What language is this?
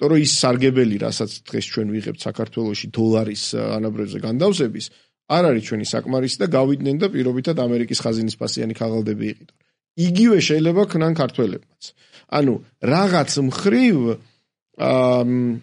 Georgian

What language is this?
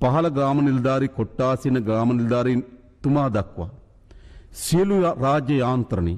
Sinhala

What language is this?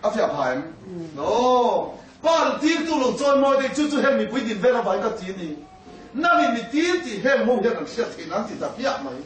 Mizo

